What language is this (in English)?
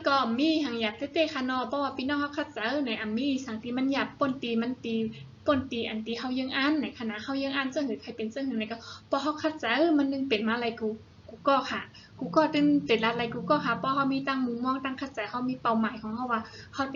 Shan